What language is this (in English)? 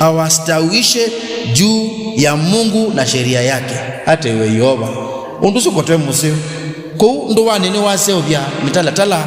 Kamba